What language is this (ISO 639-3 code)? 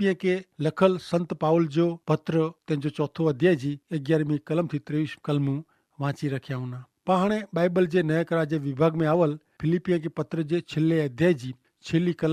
kfr